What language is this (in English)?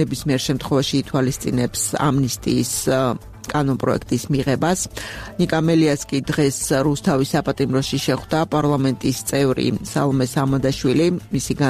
Georgian